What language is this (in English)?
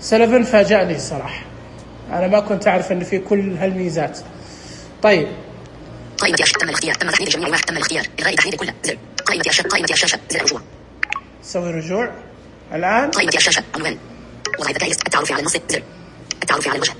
Najdi Arabic